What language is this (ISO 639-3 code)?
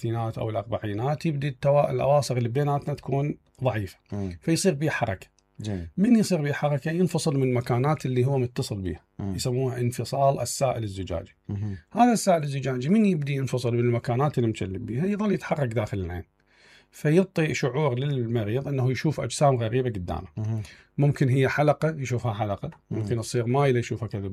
acm